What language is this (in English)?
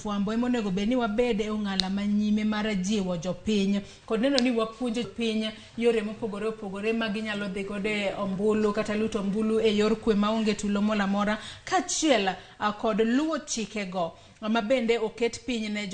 Luo (Kenya and Tanzania)